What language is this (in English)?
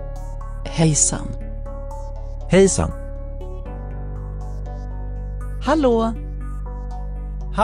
Swedish